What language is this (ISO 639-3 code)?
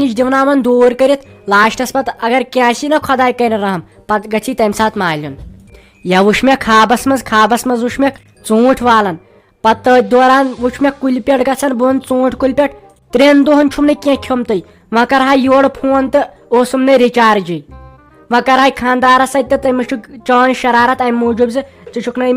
kas